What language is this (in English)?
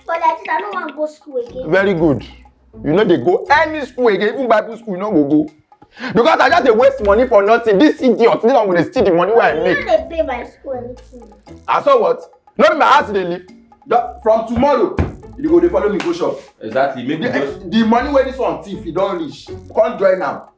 Nigerian Pidgin